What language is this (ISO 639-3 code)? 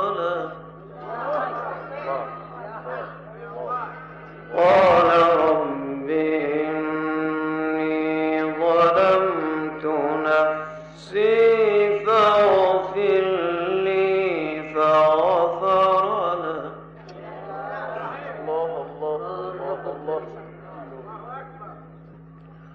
ara